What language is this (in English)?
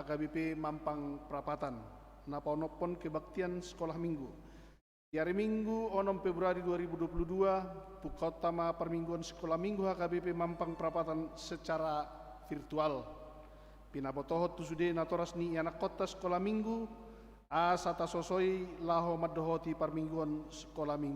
Batak Toba